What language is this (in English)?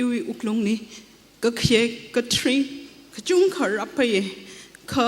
Tangkhul Naga (India)